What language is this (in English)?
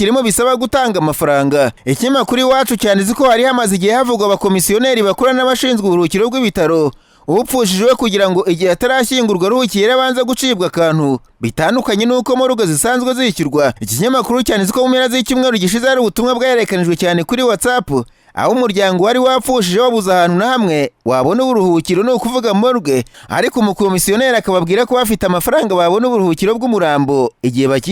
Kinyarwanda